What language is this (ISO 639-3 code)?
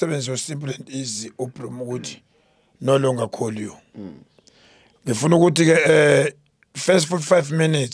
zul